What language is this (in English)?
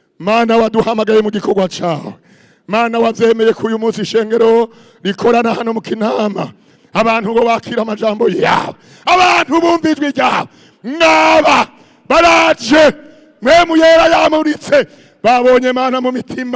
Rundi